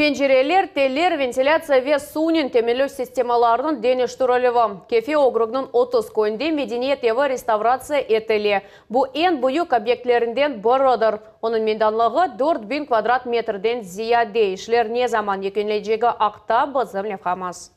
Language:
Crimean Tatar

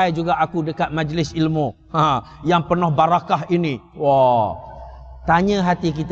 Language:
Malay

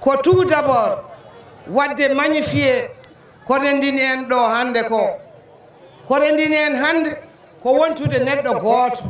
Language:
Fula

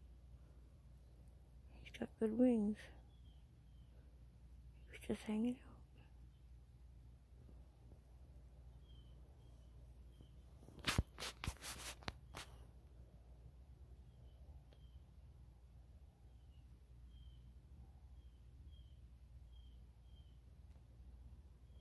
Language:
English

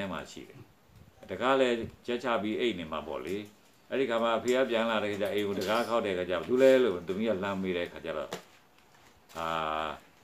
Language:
Burmese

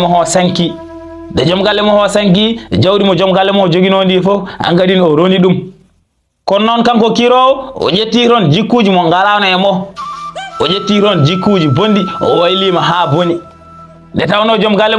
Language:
Fula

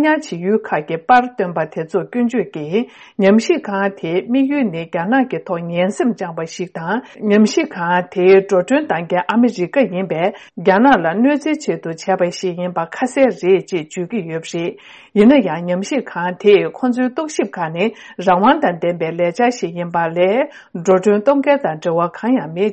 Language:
Tibetan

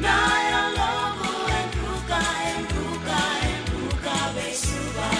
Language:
Fijian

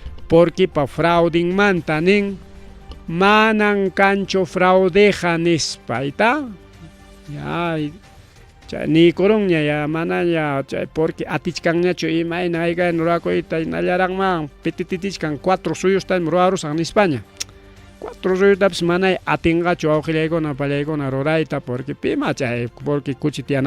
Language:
Ayacucho Quechua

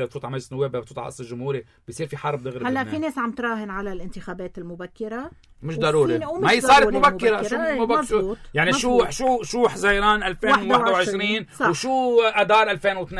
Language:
North Levantine Arabic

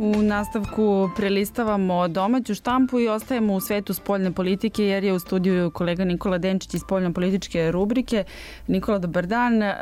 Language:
Serbian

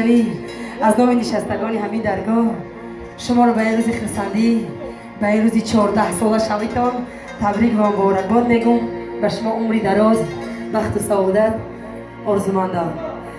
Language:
Tajik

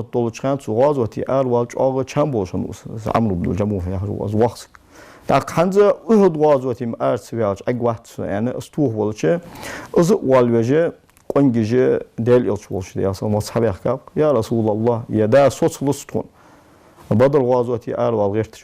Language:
Ingush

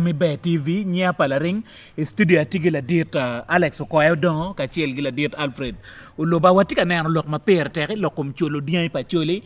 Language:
Acoli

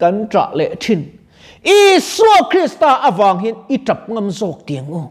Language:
Mizo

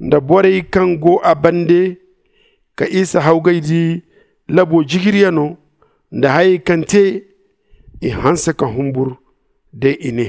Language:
Zarma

